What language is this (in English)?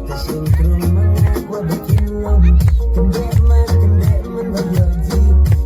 Khasi